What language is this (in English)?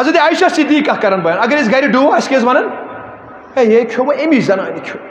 Kashmiri